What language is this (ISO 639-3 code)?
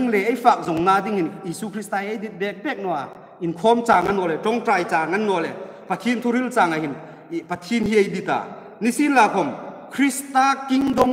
hmr